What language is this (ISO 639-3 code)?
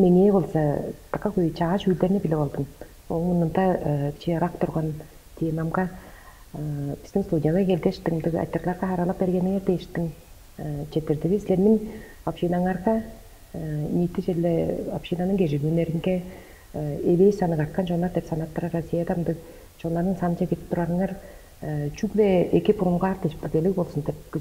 tyv